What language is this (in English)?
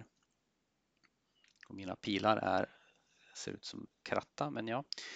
Swedish